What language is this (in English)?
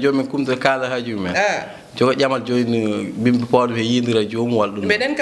Fula